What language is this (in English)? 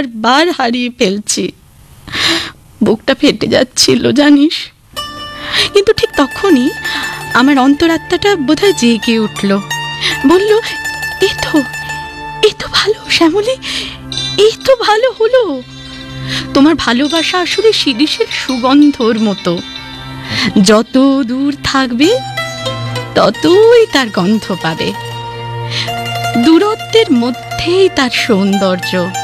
Bangla